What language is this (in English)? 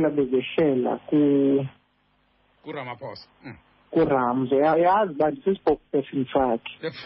Xhosa